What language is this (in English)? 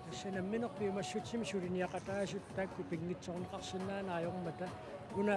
Kalaallisut